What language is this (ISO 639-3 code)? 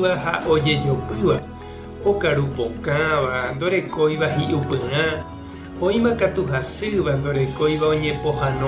grn